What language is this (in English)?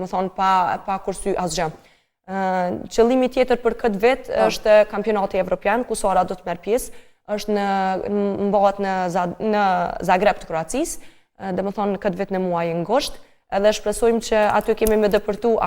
Albanian